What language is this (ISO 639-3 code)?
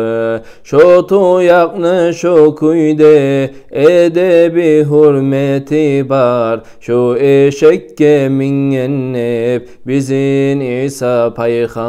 kum